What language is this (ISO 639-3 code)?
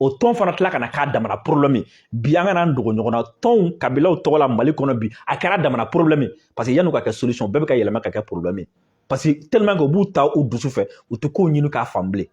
bam